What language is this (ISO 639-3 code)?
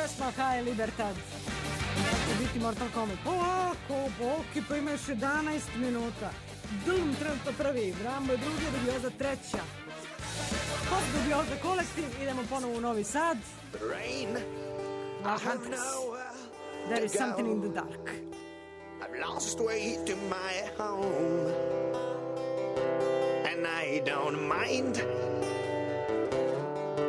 srp